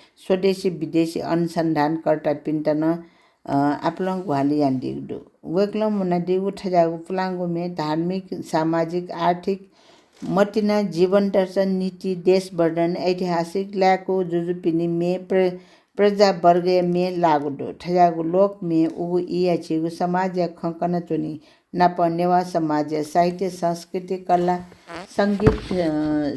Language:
Newari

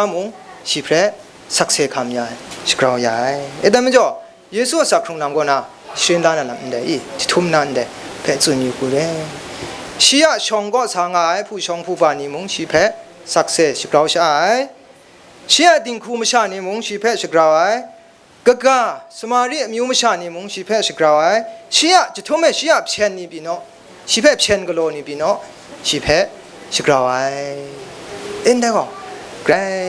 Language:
Kachin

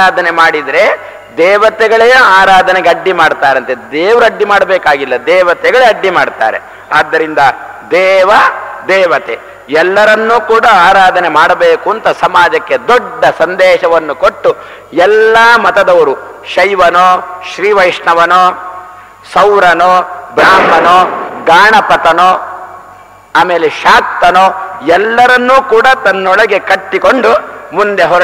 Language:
Kannada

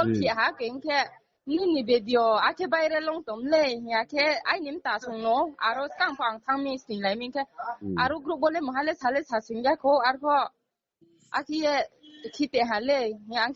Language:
Riang (India)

